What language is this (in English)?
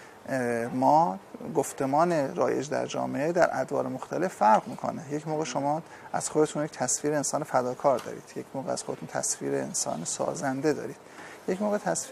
Persian